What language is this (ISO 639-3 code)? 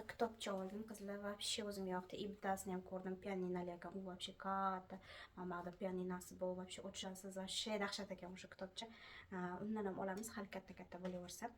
uzb